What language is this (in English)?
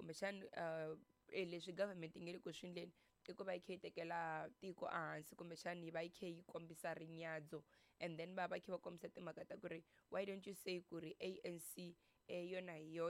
Tsonga